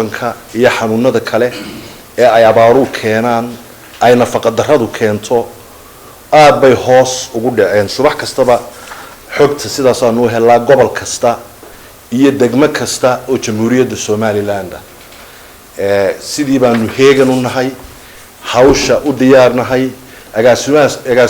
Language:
Somali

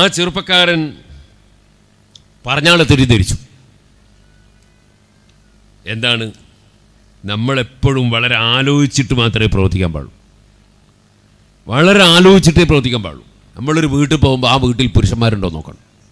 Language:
Malayalam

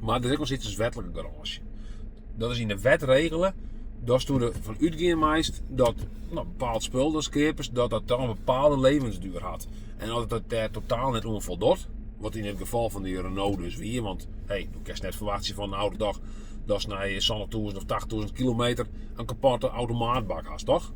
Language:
Western Frisian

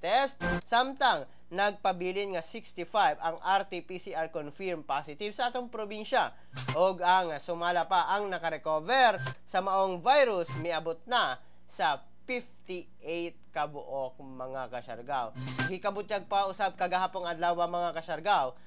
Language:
Cebuano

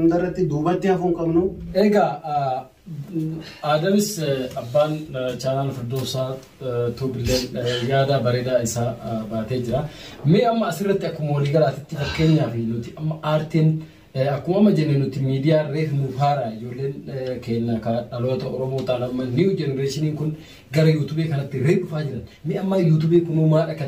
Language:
Oromo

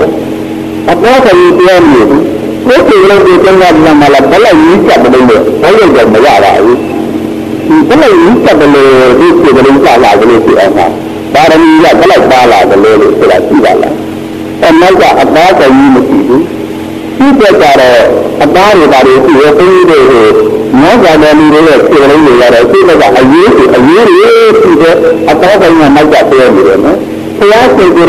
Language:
Burmese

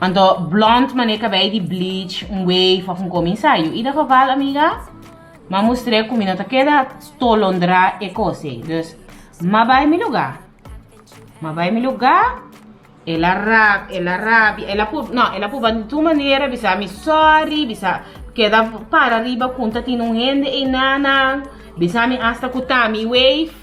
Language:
Papiamento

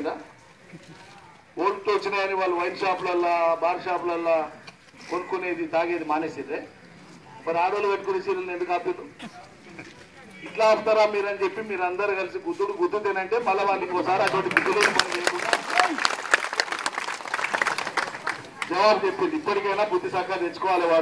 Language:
Telugu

